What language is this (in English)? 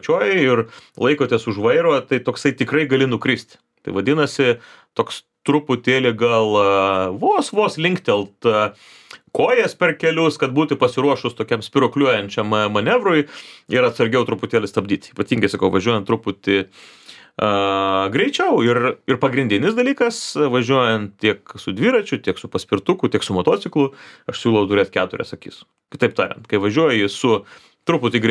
Lithuanian